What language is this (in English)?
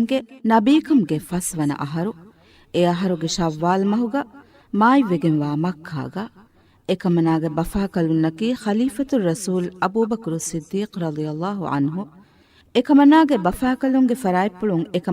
Divehi